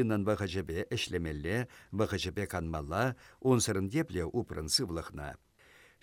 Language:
Chuvash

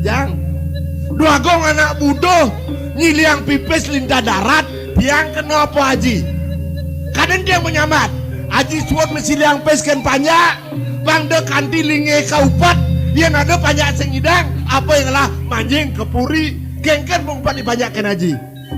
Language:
Balinese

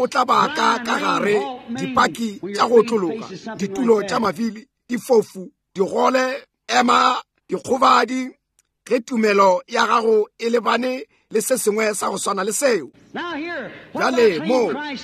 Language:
Northern Sotho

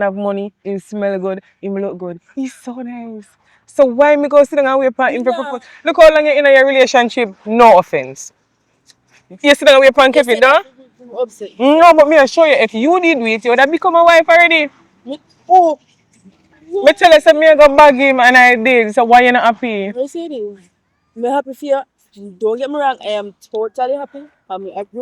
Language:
Jamaican Creole English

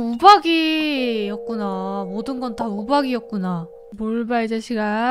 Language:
Korean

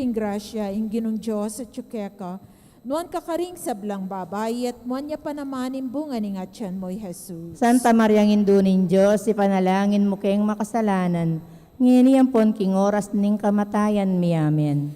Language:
Pampanga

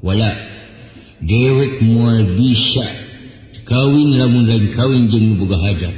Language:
Sundanese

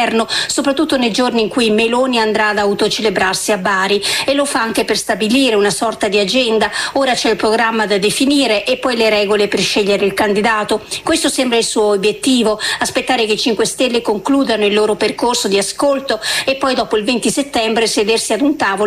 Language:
Italian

